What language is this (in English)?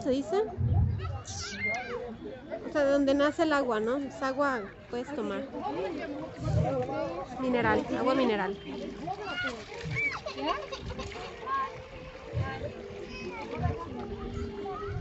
Spanish